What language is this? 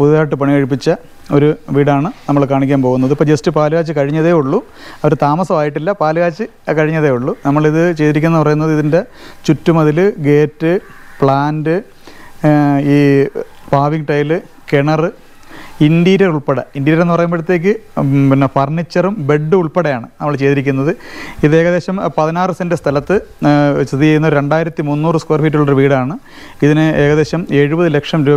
Malayalam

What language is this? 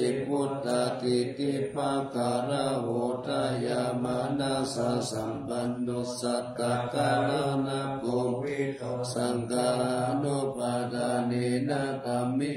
Pali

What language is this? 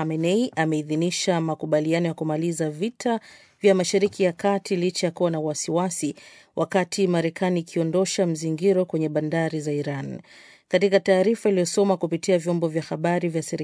Swahili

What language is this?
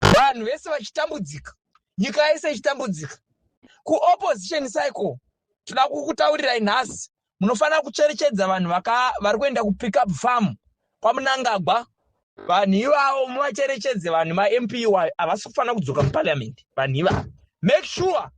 Shona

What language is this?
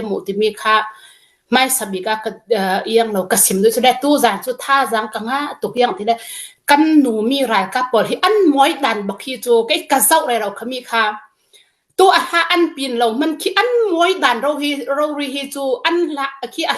Hakha Chin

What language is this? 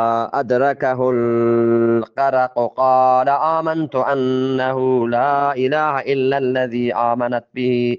Eastern Balochi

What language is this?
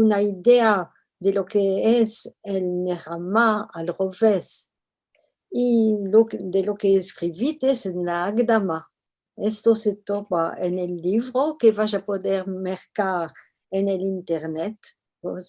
Ladino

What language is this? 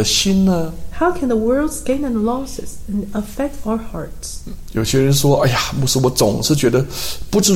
Chinese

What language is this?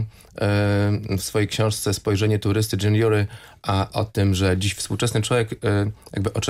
Polish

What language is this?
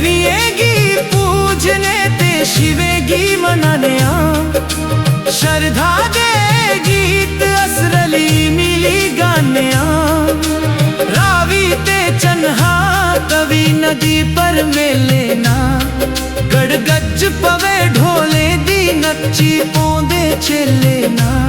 Dogri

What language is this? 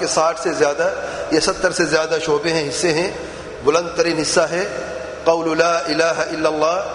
Urdu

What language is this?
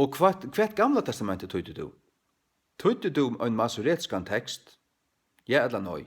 Faroese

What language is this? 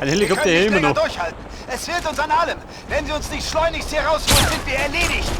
Bavarian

